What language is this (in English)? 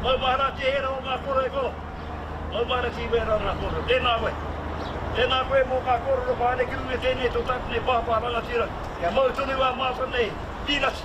Māori